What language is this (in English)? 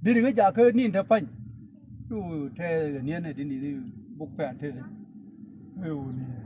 Nuer